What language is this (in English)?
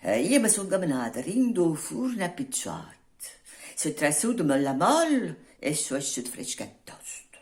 Neapolitan